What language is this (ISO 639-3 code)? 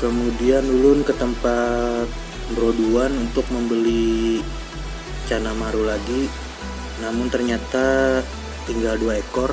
bjn